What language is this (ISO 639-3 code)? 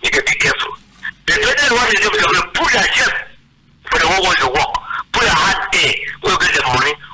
wes